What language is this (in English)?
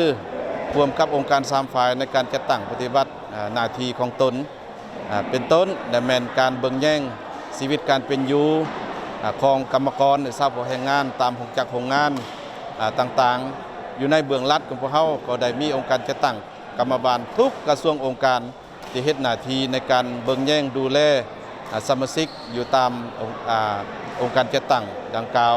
Lao